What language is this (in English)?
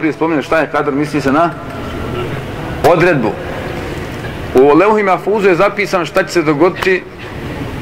Bosnian